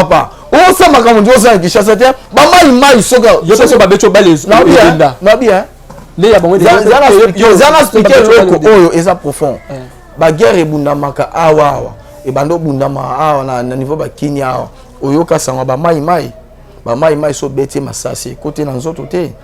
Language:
Lingala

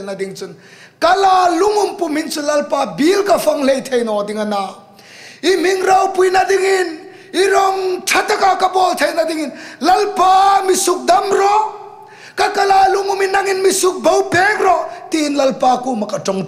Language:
Hmar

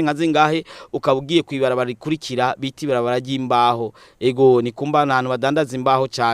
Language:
Rundi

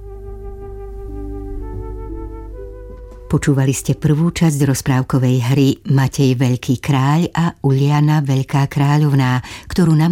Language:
Slovak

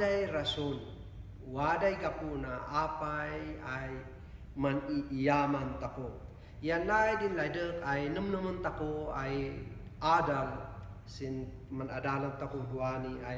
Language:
Kankanaey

